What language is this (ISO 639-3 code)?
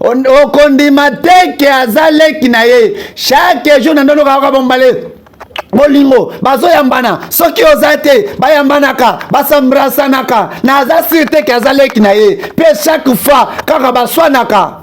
lin